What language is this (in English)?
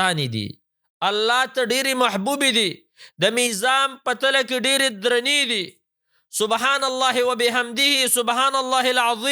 Pashto